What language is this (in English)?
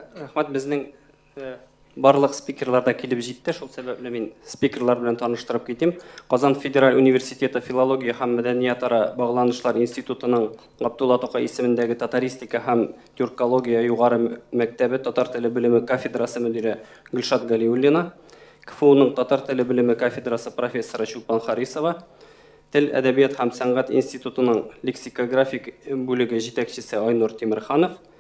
Tatar